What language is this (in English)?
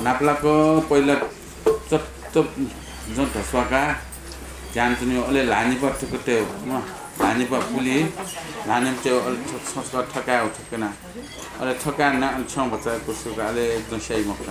Newari